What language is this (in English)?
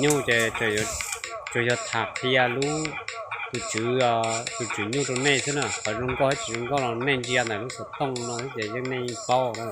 Hmong